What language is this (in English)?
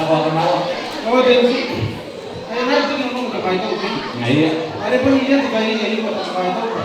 Gilbertese